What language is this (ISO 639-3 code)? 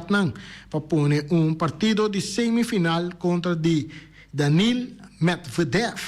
pap